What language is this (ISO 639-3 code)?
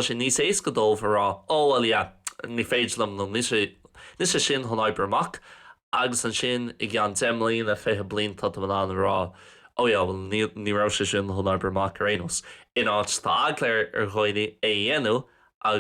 gle